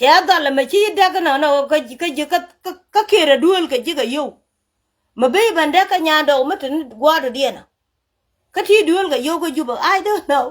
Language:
Nuer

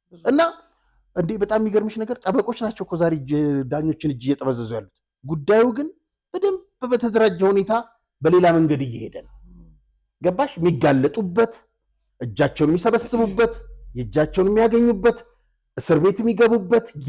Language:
Amharic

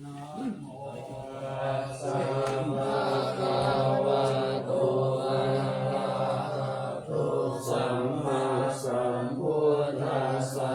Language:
Pali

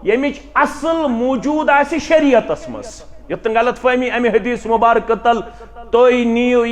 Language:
Kashmiri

